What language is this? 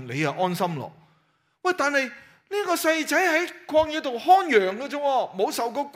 Cantonese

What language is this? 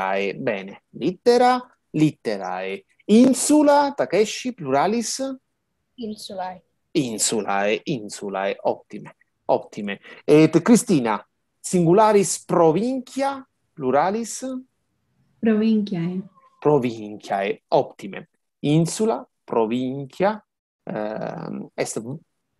Latin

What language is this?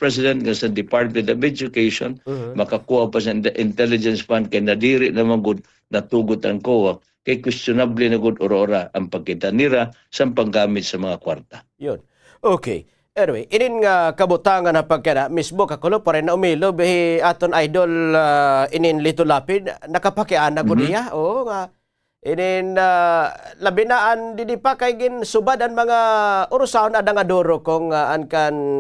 Waray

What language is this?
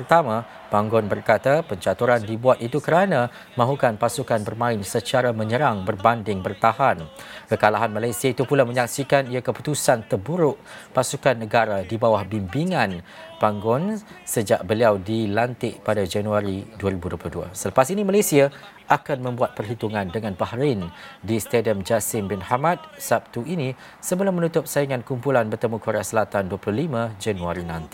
Malay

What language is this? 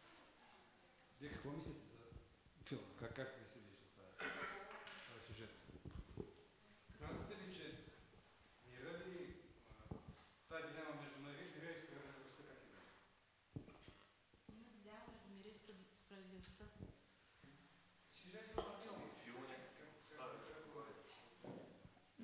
Bulgarian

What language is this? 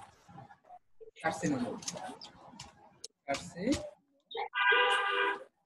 Bangla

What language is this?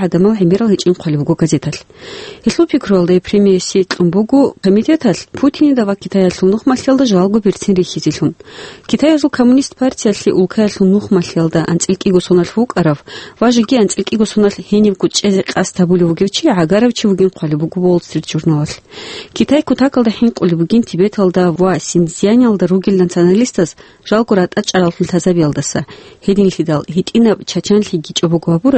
Avaric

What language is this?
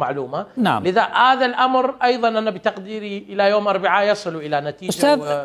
Mesopotamian Arabic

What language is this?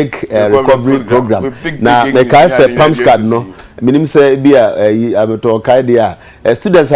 Akan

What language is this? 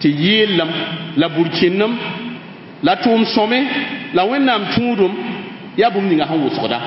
Mossi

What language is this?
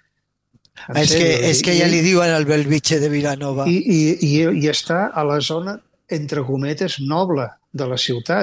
Catalan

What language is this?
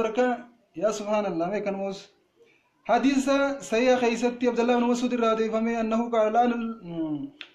Oromo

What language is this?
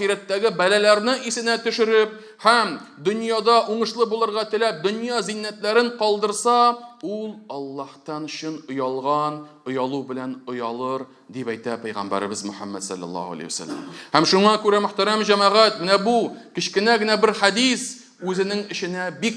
Tatar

